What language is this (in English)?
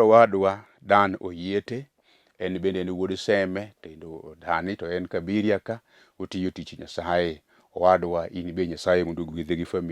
Luo (Kenya and Tanzania)